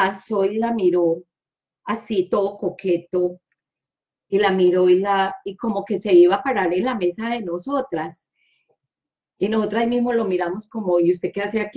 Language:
Spanish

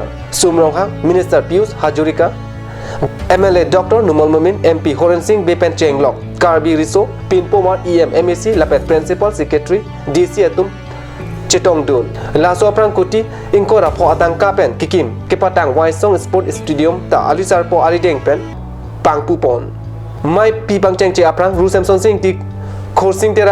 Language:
Karbi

